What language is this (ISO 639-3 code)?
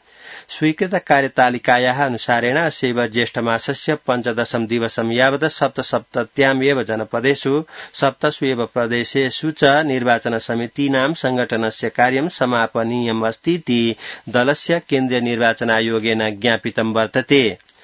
san